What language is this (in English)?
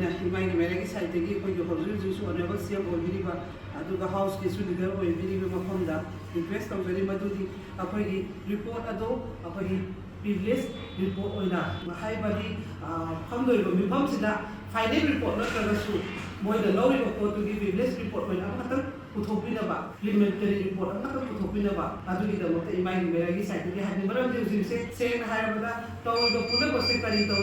Manipuri